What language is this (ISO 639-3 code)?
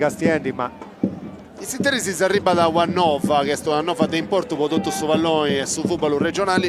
srd